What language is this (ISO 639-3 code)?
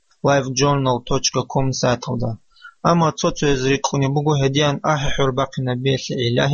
ava